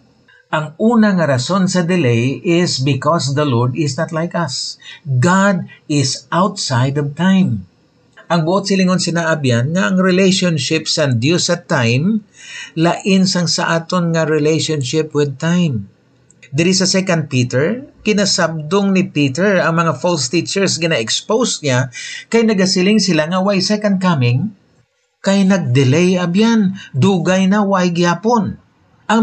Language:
Hiligaynon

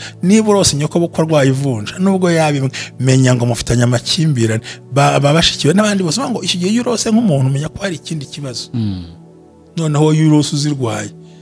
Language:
Kinyarwanda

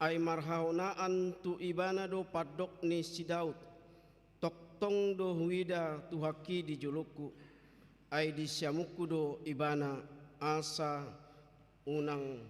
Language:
Batak Toba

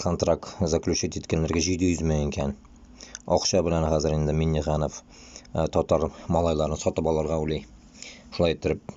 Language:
Bashkir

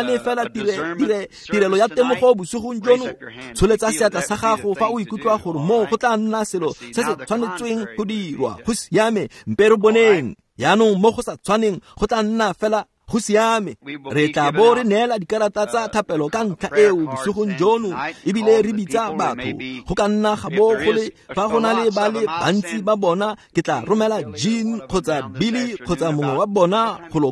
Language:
Tswana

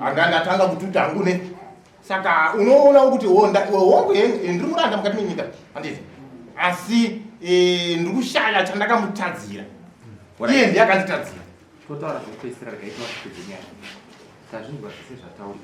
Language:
Shona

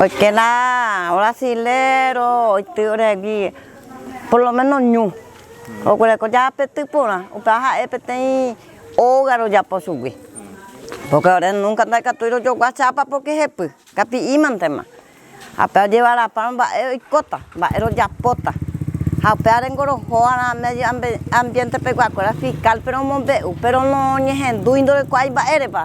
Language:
Guarani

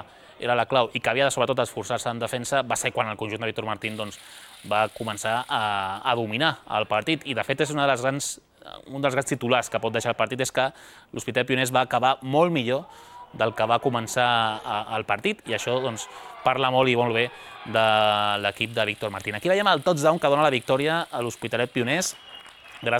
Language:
Catalan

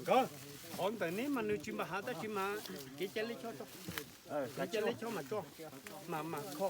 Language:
Hmong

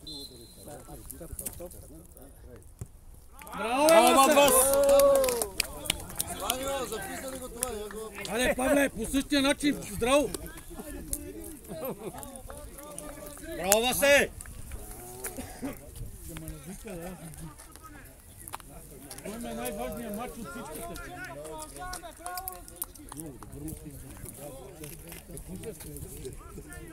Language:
Bulgarian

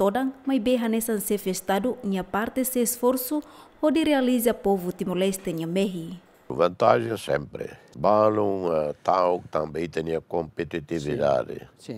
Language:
Tetum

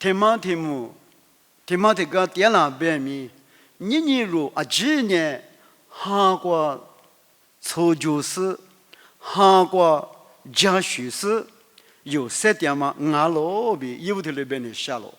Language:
Lisu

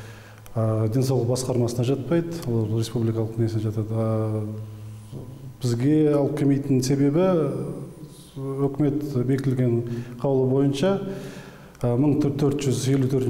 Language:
Kazakh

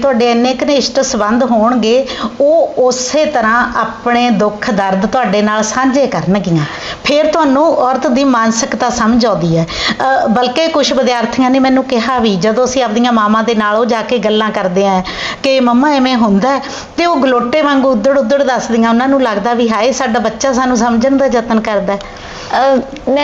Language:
Punjabi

